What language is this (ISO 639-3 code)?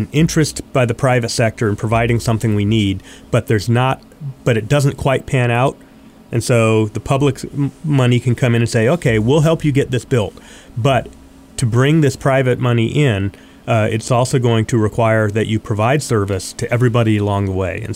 eng